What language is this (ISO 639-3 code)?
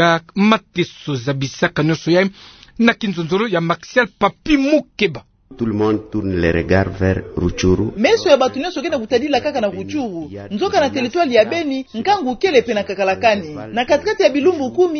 ktu